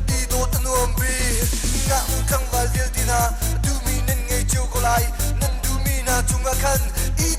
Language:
Hakha Chin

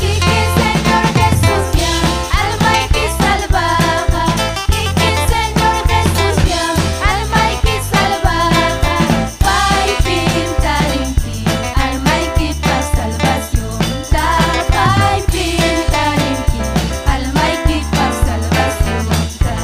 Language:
Ayacucho Quechua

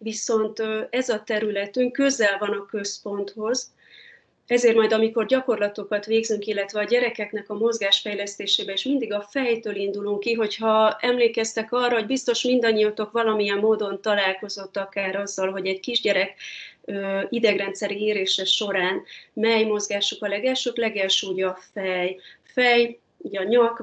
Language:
Hungarian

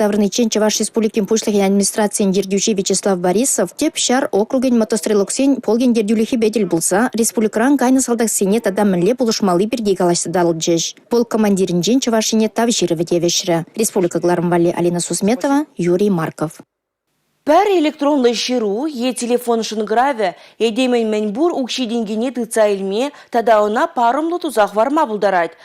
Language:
Chuvash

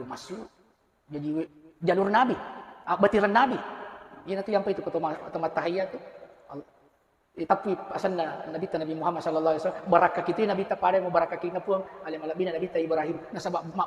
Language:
Buginese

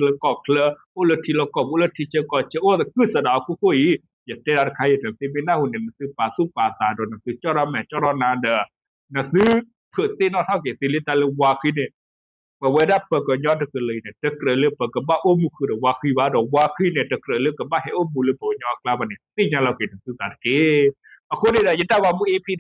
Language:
S'gaw Karen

